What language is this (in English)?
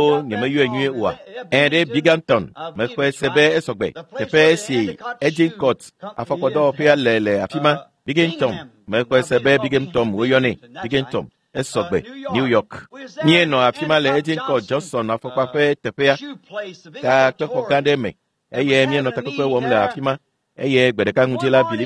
Ewe